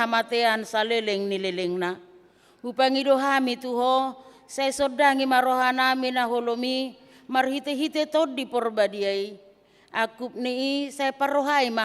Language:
Batak Toba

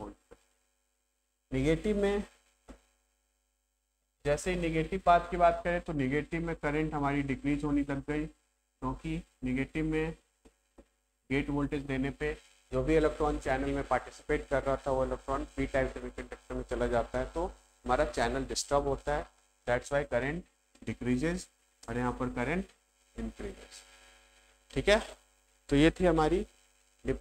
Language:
Hindi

